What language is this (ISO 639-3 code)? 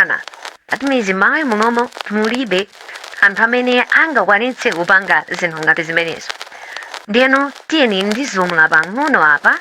nya